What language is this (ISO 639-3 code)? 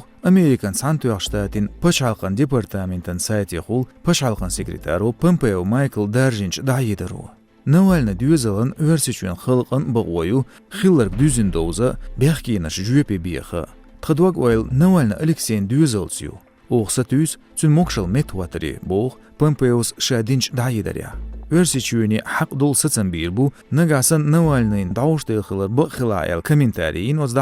che